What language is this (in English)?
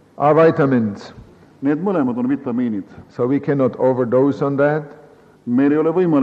Estonian